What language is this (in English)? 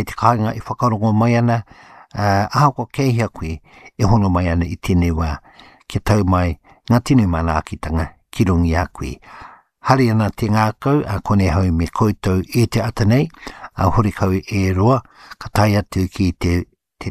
Māori